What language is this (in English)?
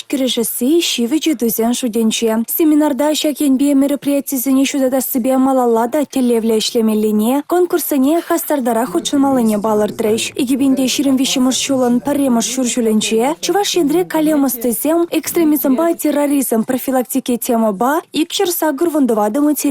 Chuvash